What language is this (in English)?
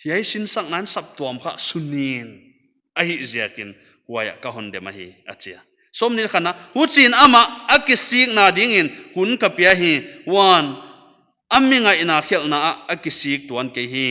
Paite Chin